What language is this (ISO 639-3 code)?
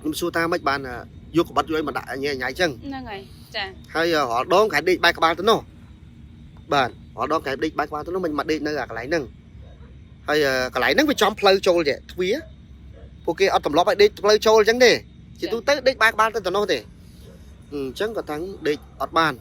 khm